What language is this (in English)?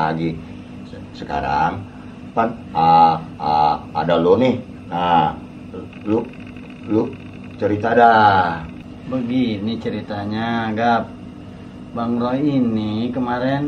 Betawi